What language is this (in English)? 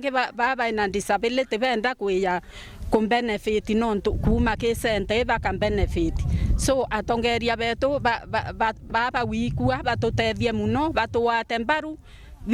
Meru